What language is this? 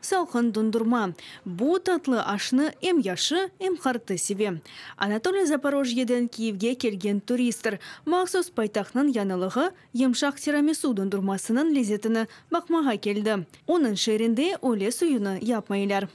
Crimean Tatar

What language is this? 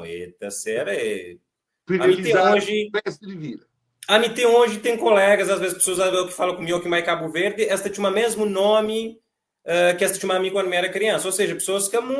Kabuverdianu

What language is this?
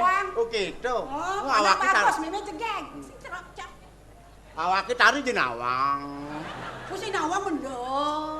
Balinese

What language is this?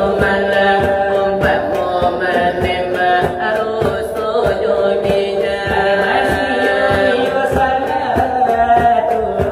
Minangkabau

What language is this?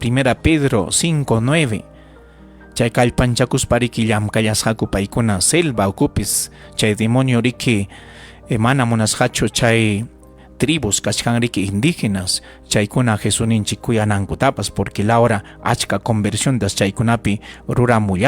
Ayacucho Quechua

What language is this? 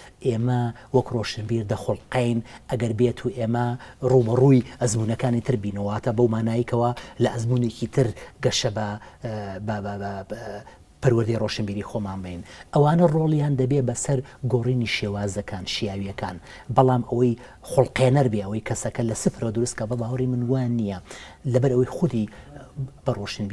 Central Kurdish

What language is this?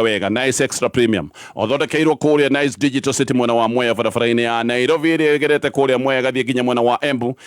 Kikuyu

